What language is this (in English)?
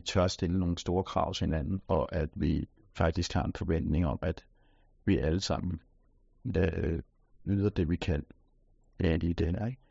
Danish